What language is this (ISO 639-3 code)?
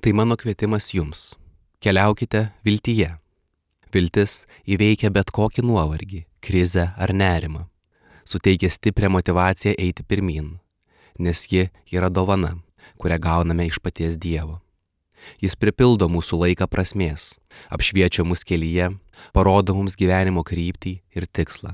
lit